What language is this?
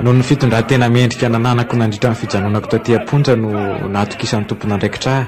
Malagasy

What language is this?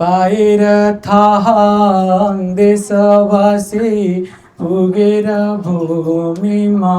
Nepali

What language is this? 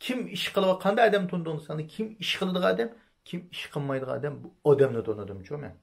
Uyghur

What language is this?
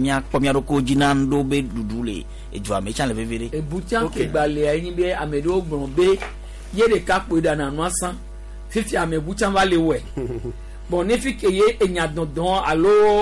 Gen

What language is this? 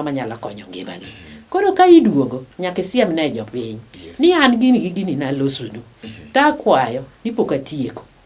Luo (Kenya and Tanzania)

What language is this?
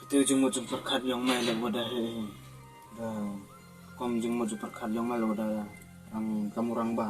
Khasi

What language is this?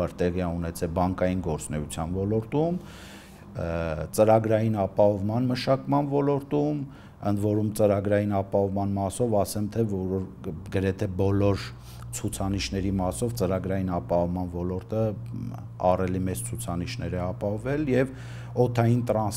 Armenian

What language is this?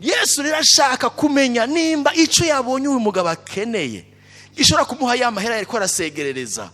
Rundi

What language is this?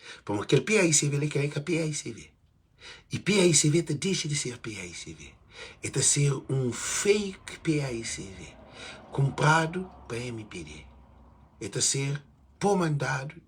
Kabuverdianu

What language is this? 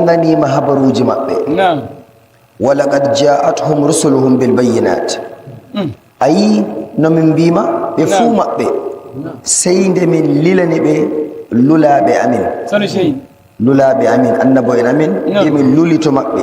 Nigerian Fulfulde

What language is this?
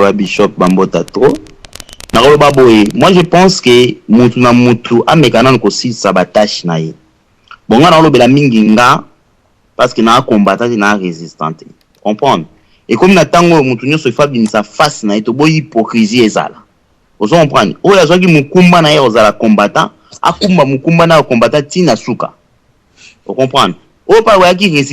Lingala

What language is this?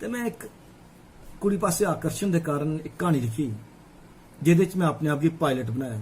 Dogri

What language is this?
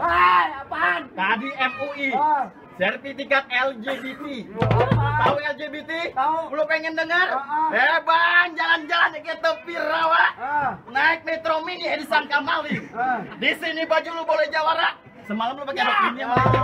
Betawi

